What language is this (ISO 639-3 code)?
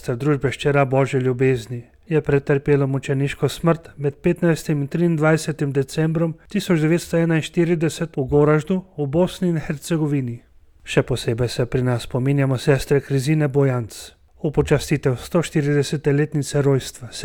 slv